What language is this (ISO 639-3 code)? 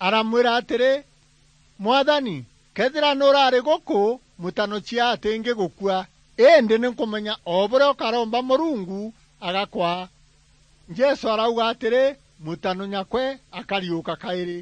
mer